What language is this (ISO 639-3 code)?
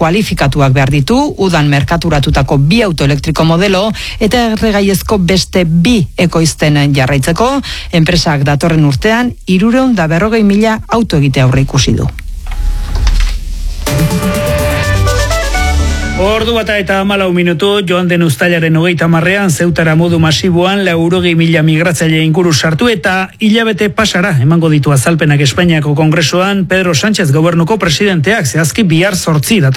eus